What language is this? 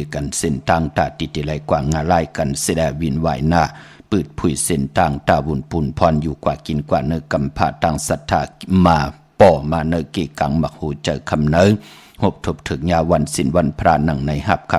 Shan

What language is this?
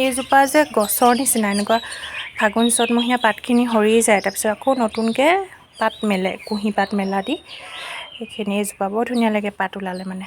Assamese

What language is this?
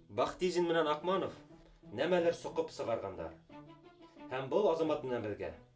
Bashkir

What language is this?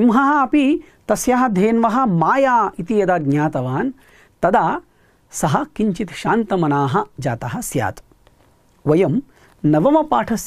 Sanskrit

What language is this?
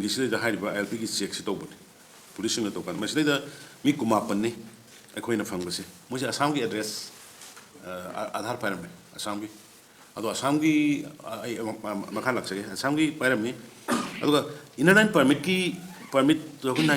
Manipuri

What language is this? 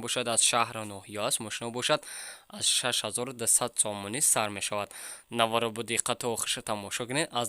Tajik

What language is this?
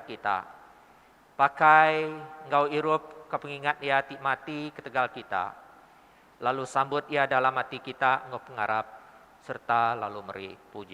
Iban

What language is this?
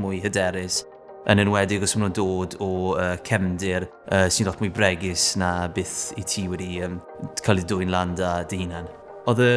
Welsh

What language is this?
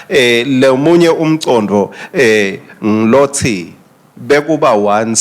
Swati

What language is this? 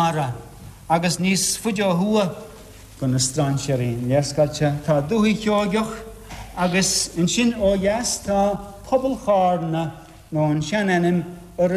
Irish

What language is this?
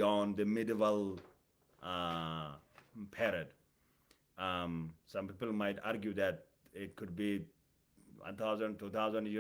English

